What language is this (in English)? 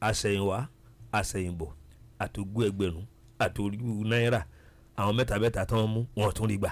Yoruba